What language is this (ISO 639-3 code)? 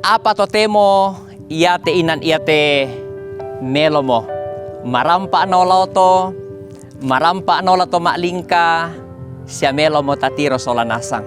sda